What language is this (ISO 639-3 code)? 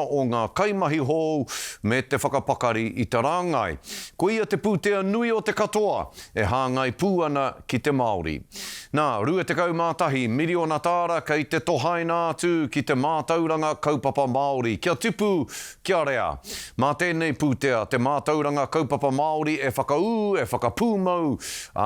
mri